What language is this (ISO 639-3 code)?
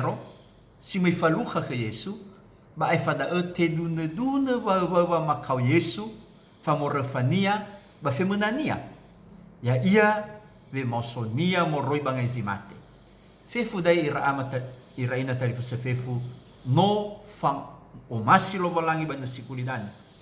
nia